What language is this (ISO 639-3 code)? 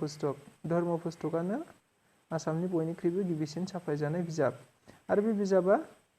brx